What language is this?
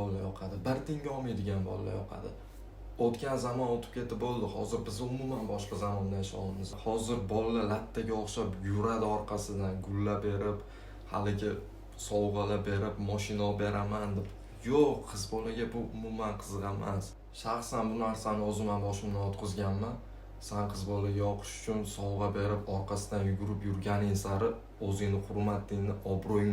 Uzbek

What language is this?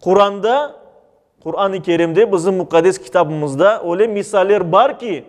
Crimean Tatar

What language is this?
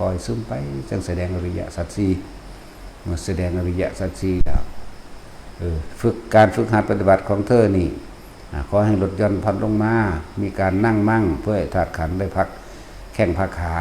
Northeastern Thai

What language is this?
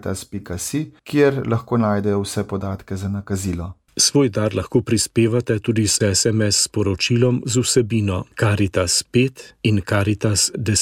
Slovenian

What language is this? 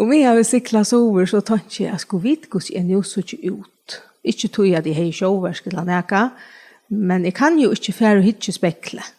Faroese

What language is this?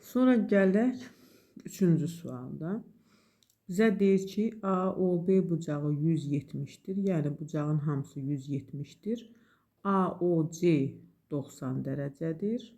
Azerbaijani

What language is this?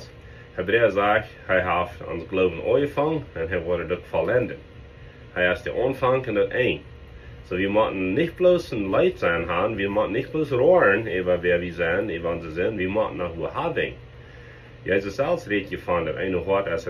Plautdietsch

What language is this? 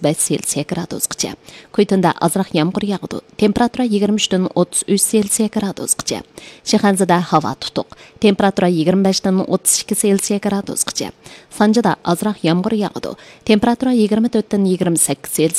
Uyghur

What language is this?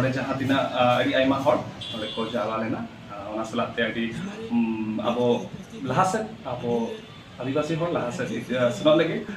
Santali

